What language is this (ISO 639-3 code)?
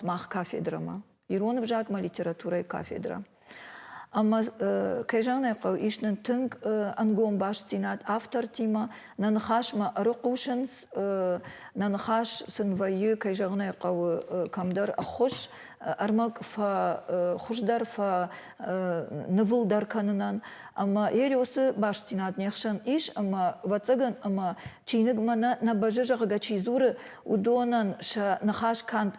oss